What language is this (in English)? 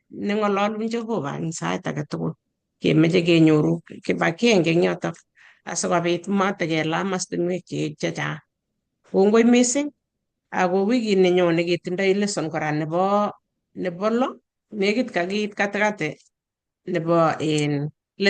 Kalenjin